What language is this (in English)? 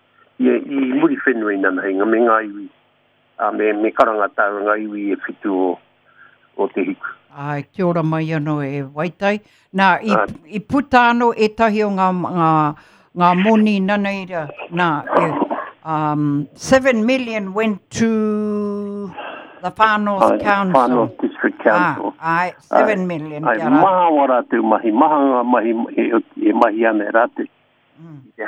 Māori